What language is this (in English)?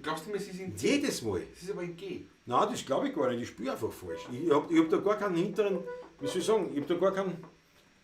Bavarian